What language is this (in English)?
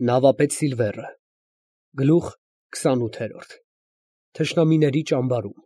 Armenian